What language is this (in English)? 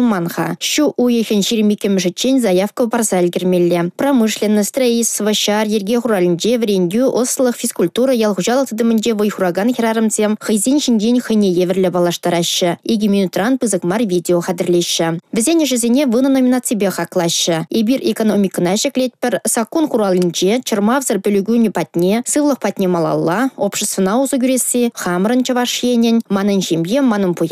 Chuvash